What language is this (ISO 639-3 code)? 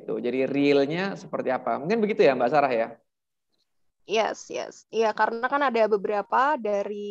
ind